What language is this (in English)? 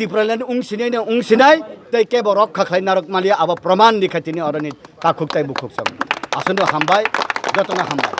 Kok Borok